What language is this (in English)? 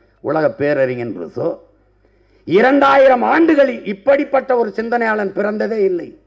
Tamil